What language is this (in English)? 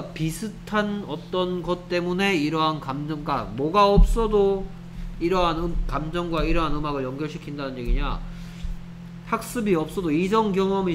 Korean